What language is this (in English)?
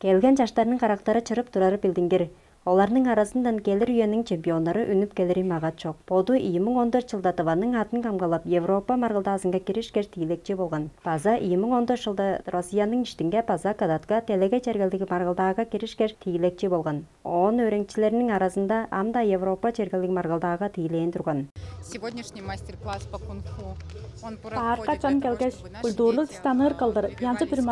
Tuvinian